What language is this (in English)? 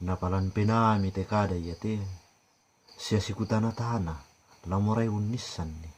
Toraja-Sa'dan